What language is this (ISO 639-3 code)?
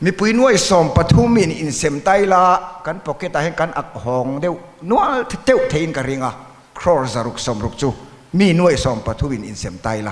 lus